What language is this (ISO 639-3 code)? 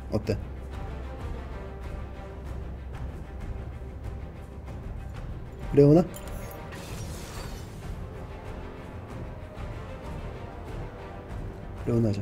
kor